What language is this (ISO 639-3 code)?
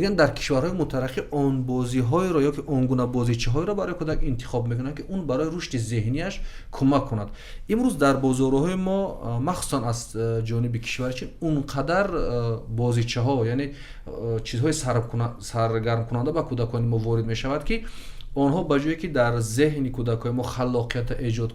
tgk